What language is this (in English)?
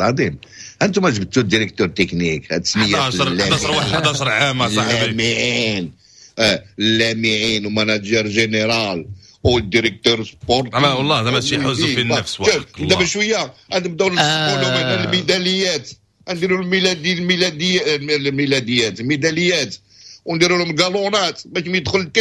Moroccan Arabic